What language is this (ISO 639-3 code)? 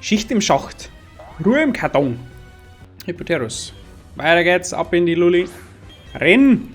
bar